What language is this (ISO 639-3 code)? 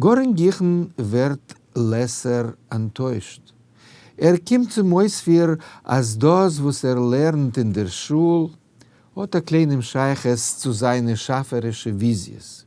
yid